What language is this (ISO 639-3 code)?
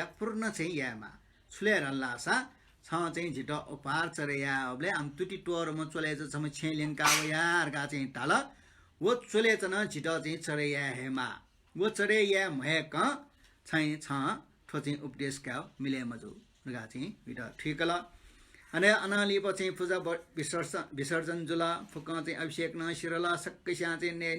new